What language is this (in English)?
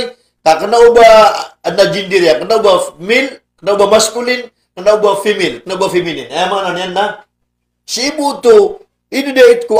Maranao